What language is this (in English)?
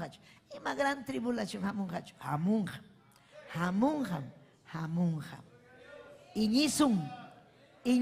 Ayacucho Quechua